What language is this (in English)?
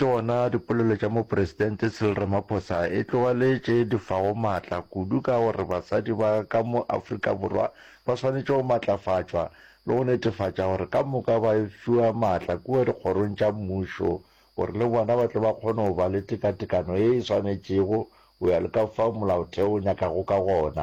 Northern Sotho